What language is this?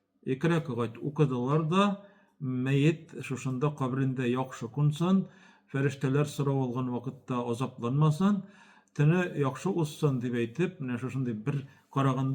Tatar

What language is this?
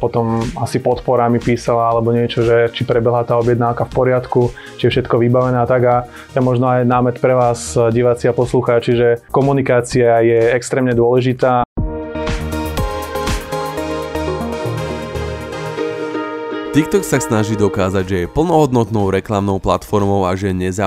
Slovak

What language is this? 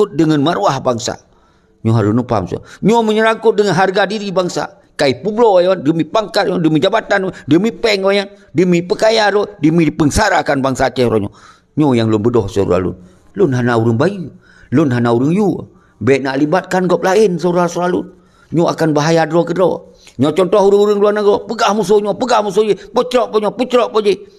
Achinese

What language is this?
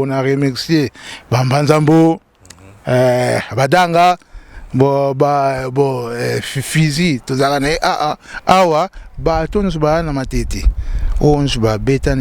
Lingala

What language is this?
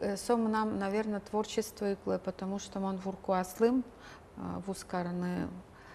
Udmurt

